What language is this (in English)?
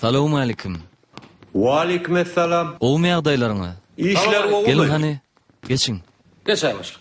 Turkmen